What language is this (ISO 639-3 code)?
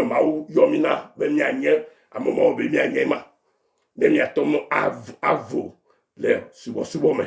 ewe